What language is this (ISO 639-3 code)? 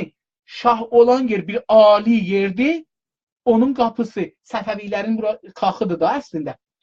azb